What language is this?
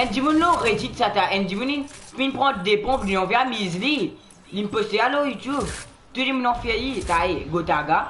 Morisyen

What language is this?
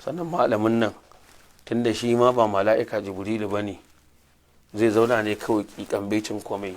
Hausa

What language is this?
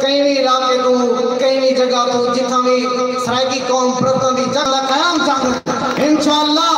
Saraiki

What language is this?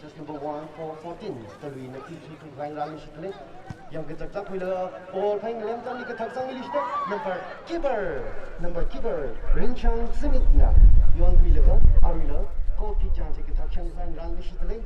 Tangkhul Naga (India)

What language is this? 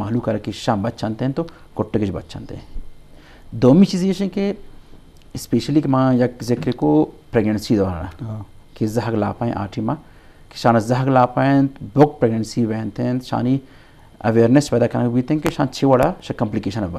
Eastern Balochi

